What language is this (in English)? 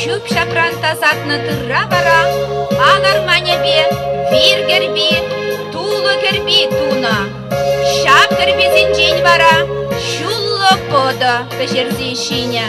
Chuvash